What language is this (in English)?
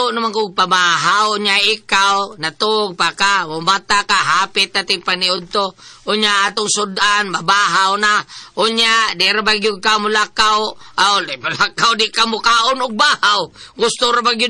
Cebuano